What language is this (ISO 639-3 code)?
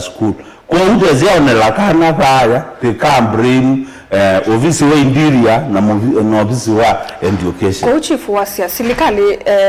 kam